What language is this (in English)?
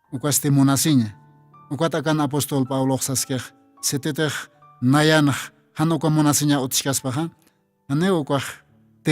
Aymara